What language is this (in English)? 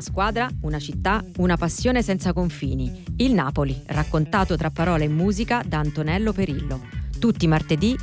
Italian